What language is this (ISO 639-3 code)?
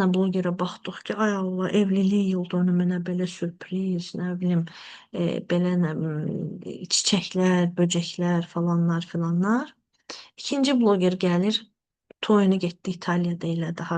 aze